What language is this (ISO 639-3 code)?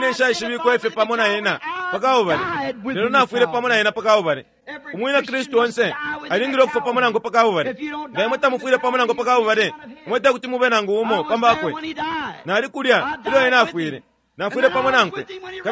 bem